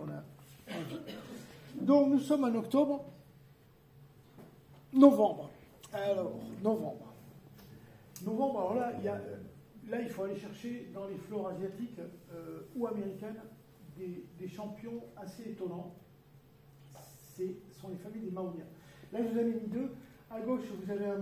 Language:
French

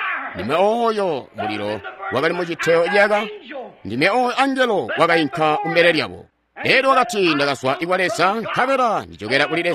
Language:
Tonga (Zambia)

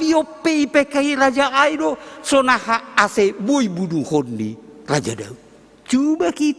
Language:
Batak Simalungun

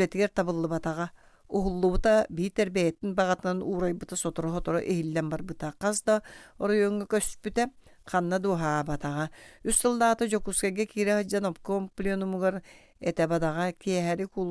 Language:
Yakut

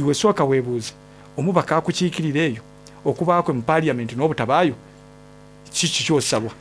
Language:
Soga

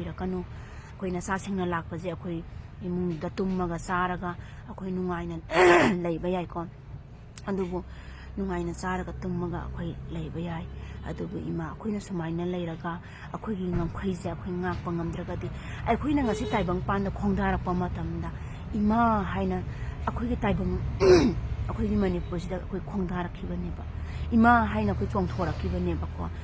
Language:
Manipuri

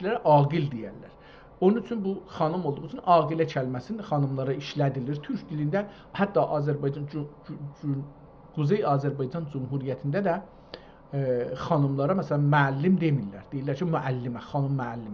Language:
South Azerbaijani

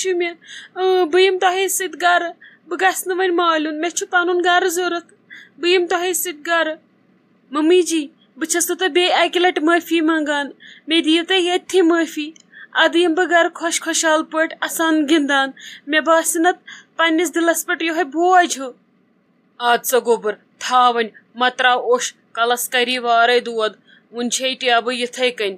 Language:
Kashmiri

